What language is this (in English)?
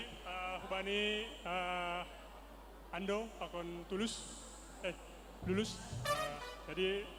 Batak Simalungun